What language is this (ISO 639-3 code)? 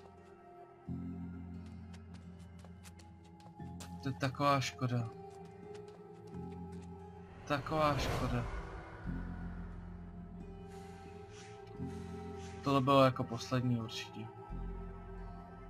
ces